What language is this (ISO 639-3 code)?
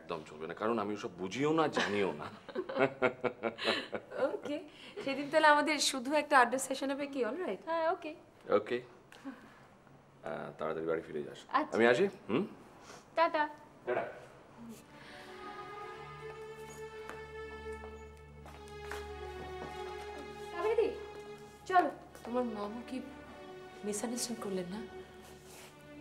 ben